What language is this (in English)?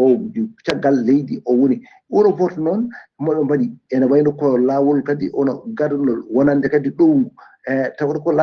Fula